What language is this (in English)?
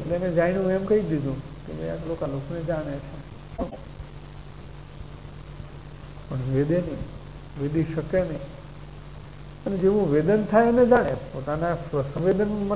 Gujarati